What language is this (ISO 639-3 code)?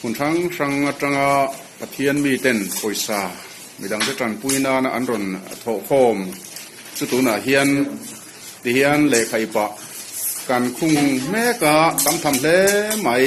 lus